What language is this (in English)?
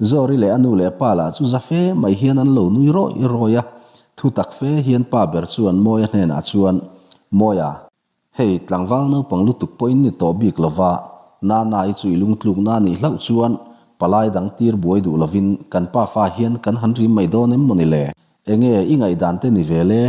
Mizo